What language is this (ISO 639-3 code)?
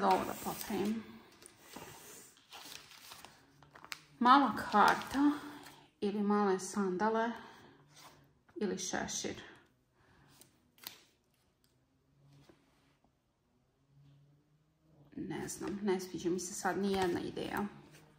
hrv